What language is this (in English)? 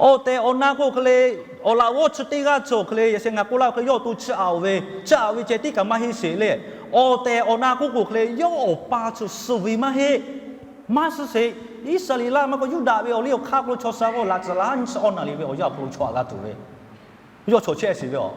Lahu